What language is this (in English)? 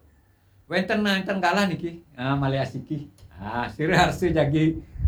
Balinese